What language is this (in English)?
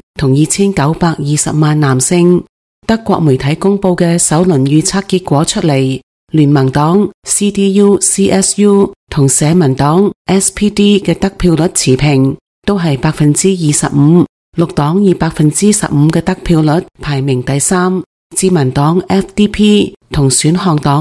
Cantonese